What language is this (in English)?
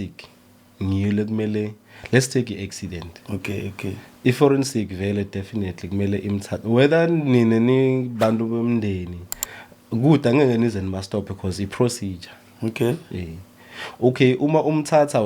Zulu